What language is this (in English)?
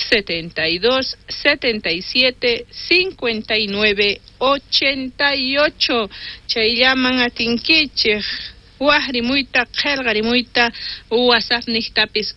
South Bolivian Quechua